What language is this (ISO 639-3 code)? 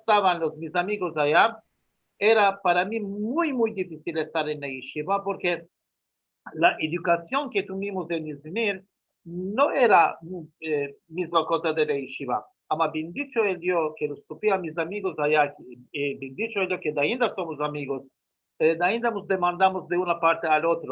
lad